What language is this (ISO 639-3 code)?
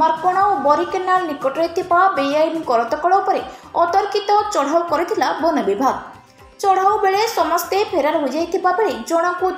ori